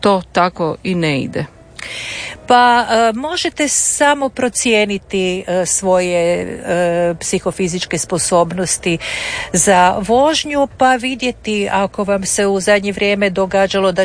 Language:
Croatian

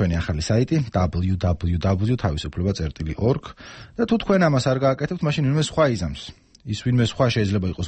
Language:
Georgian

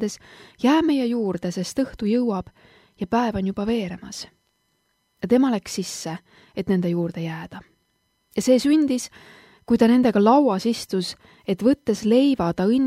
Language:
Estonian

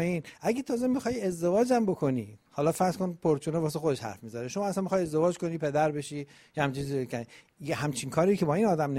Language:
Persian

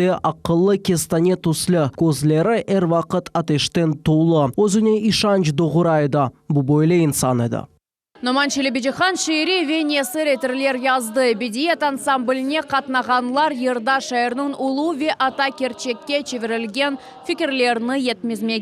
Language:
Crimean Tatar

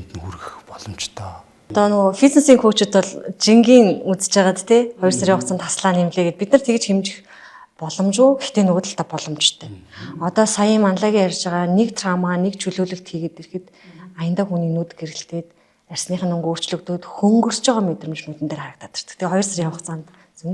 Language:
Mongolian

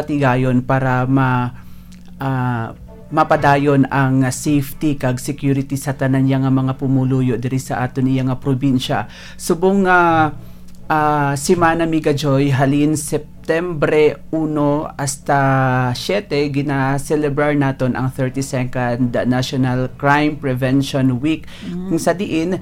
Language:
Hiligaynon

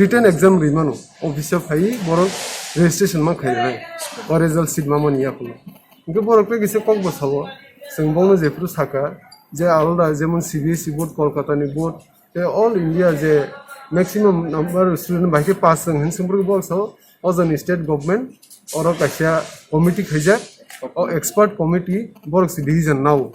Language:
Kok Borok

